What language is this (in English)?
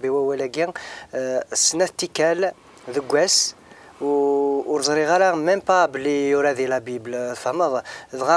Kabyle